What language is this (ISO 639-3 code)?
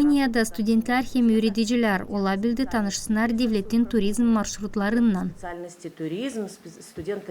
gag